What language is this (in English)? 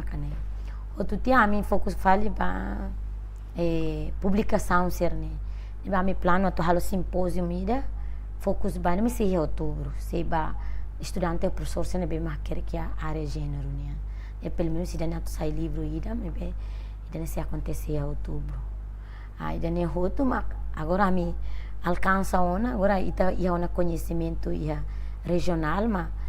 Tetum